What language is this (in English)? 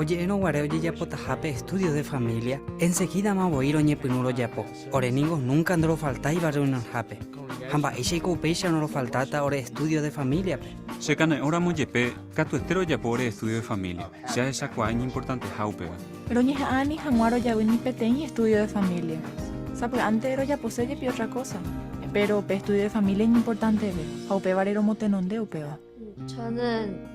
Guarani